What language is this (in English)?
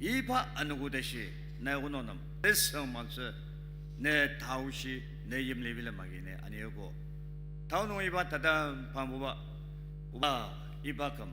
Ao Naga